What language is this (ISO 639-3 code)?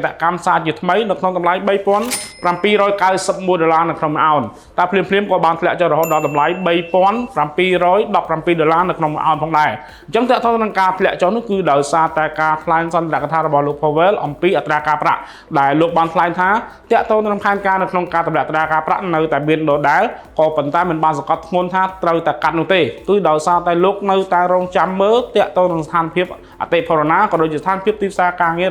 khm